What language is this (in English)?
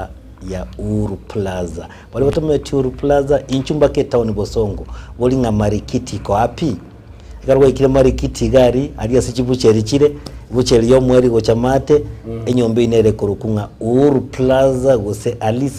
Gusii